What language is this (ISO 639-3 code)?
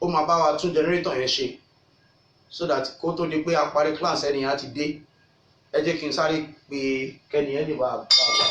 yor